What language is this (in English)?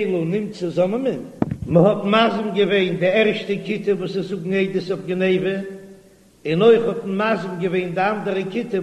Yiddish